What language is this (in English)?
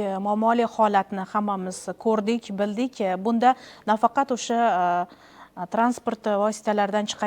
Uzbek